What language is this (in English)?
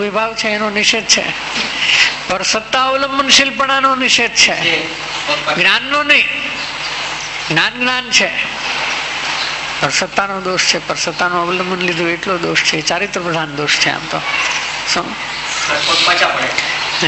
Gujarati